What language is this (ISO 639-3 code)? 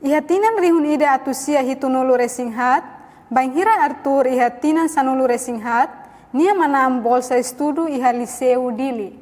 tet